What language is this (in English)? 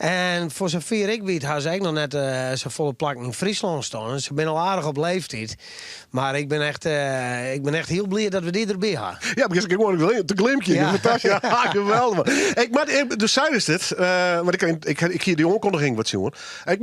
Western Frisian